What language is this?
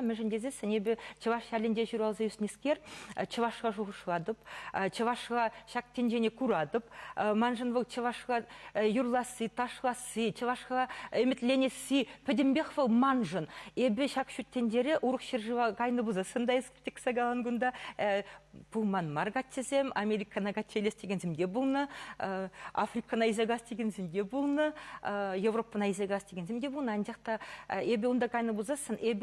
Chuvash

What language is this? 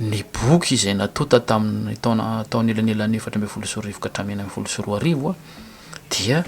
Malagasy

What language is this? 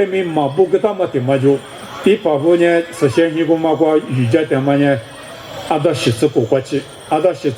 Lisu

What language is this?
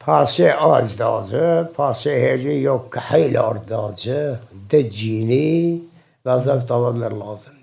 Zaza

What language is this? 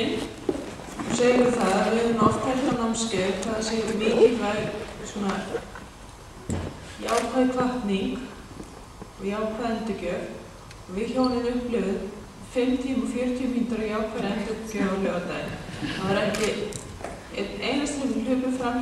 Icelandic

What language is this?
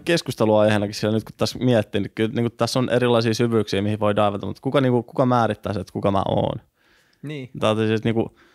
Finnish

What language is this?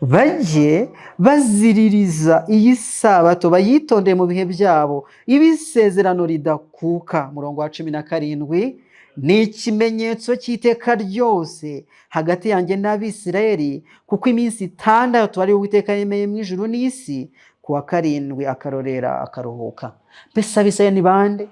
Kinyarwanda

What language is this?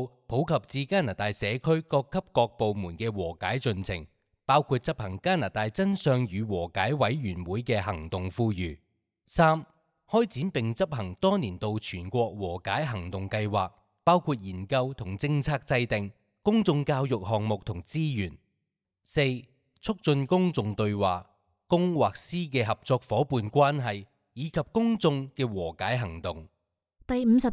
Cantonese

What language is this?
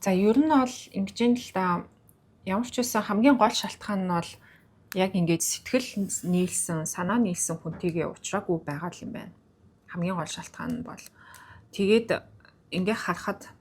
Mongolian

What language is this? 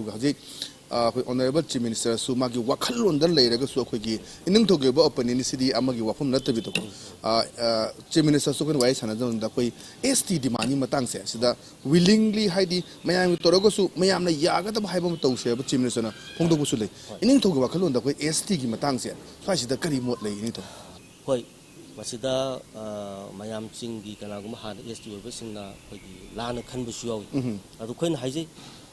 Manipuri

